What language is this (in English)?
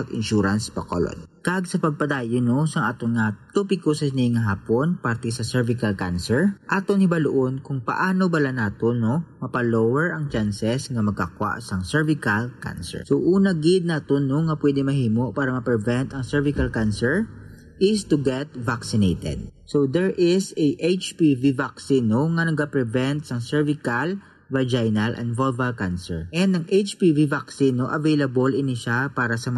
Hiligaynon